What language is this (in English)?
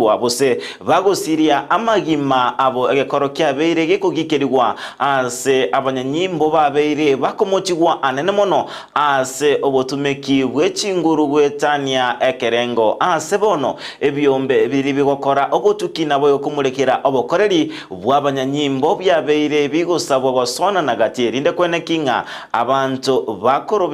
Gusii